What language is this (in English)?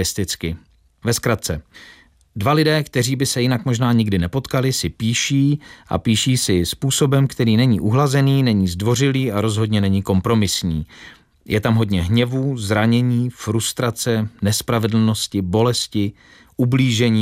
Czech